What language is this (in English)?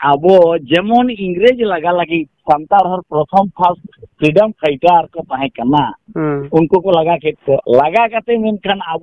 Santali